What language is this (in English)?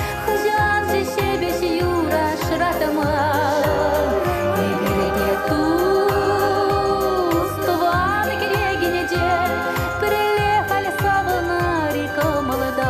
Chuvash